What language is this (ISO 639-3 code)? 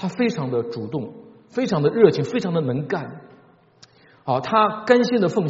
zho